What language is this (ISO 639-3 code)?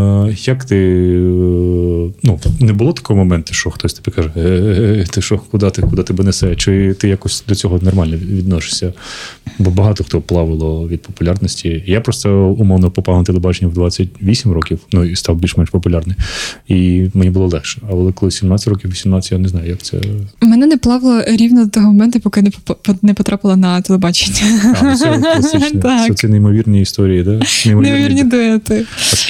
ukr